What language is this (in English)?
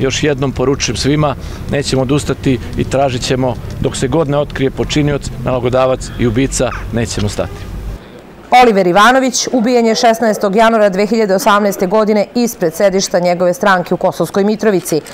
Serbian